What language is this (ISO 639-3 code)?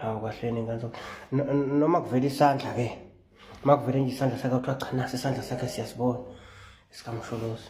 zul